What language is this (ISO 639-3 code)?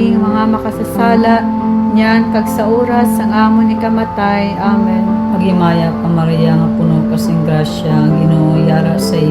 hil